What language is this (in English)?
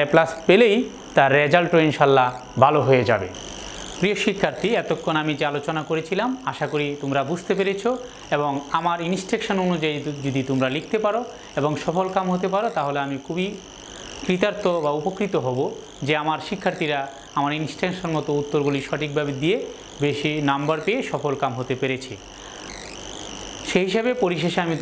Bangla